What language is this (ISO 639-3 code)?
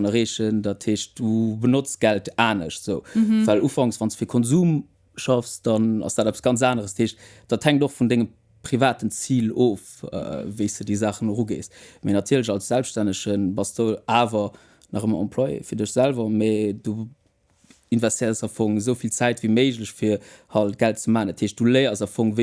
ltz